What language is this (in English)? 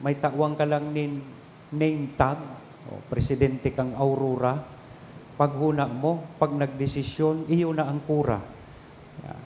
Bikol